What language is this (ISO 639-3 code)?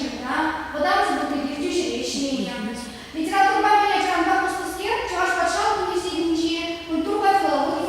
chv